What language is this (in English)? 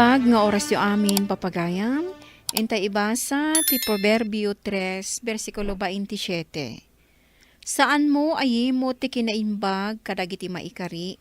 Iloko